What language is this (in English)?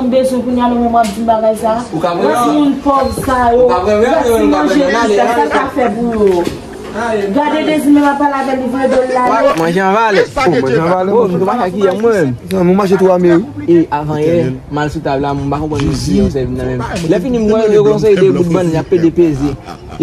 Haitian Creole